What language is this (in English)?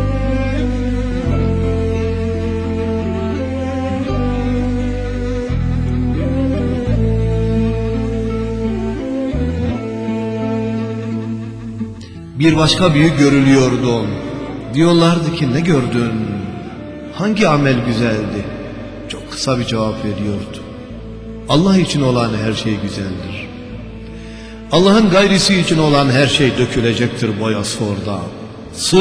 Turkish